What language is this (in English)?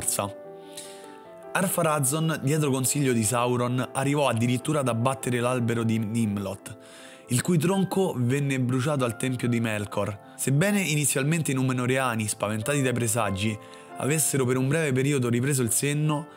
Italian